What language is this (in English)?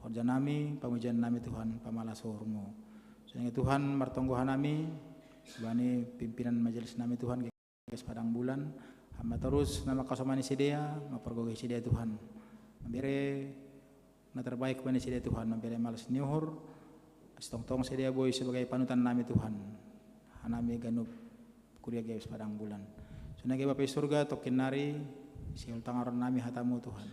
Batak Simalungun